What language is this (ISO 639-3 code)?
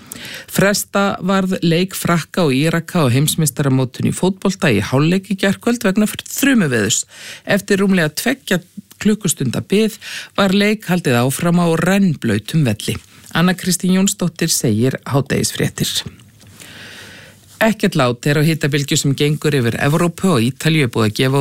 isl